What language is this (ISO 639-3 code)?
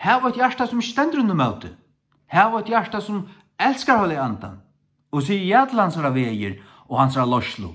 fao